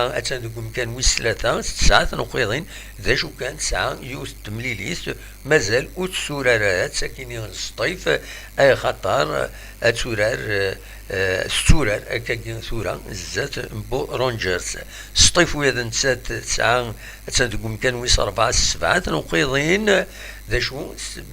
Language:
Kabyle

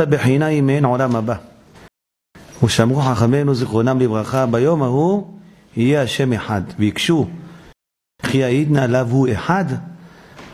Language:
Hebrew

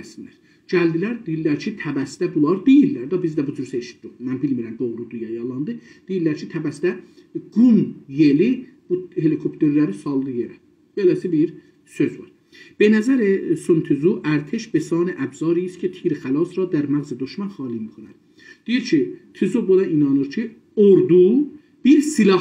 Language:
South Azerbaijani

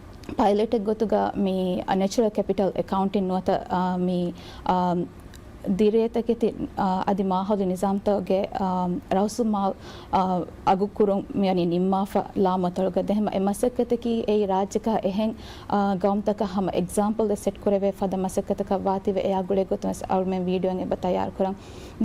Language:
Divehi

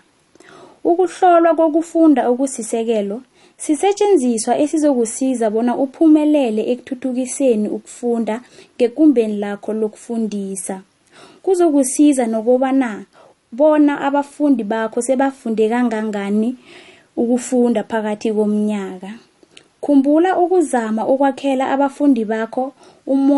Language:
South Ndebele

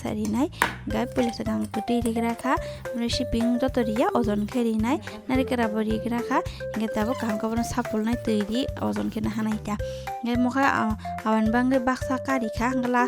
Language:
Kok Borok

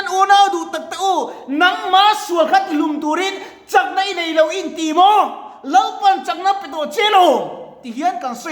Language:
Mizo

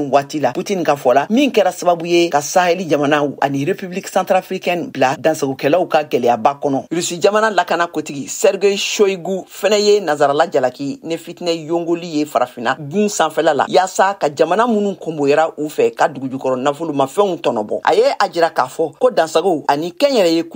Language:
Bambara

